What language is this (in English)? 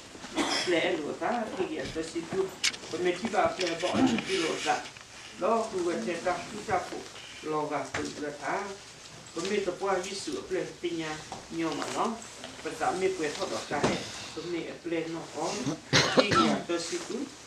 S'gaw Karen